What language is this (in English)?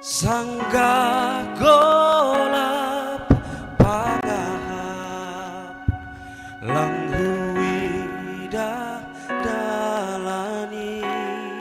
Batak Simalungun